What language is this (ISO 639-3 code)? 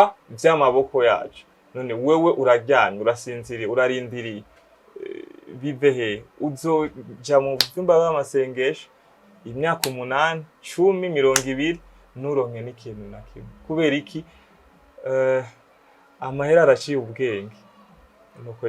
run